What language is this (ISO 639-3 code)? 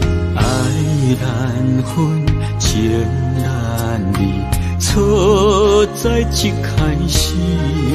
zho